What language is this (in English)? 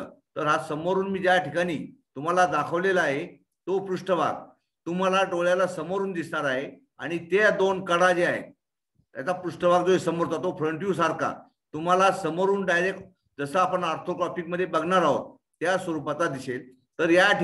Marathi